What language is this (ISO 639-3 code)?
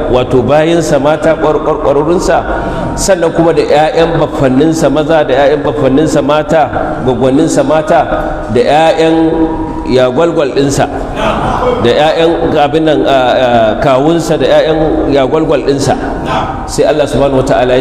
hau